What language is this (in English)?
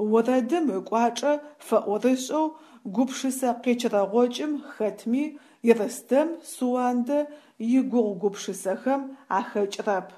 Adyghe